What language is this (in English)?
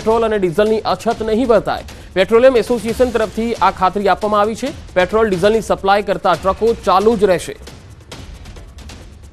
Gujarati